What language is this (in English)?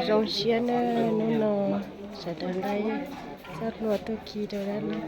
Hmong